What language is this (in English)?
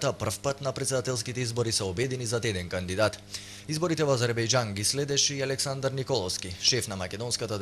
Macedonian